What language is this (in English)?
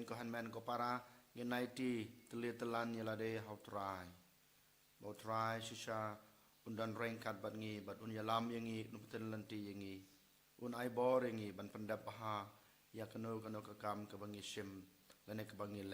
Khasi